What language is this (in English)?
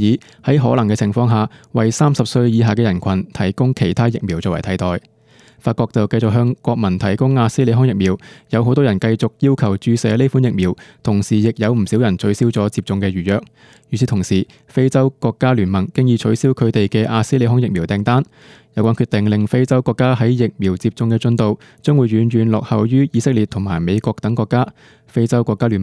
Cantonese